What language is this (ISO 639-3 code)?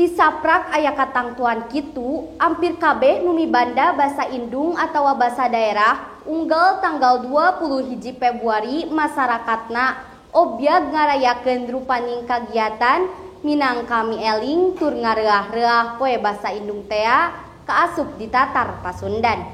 sun